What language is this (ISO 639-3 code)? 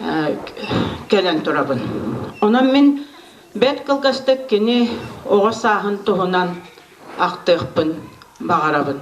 sah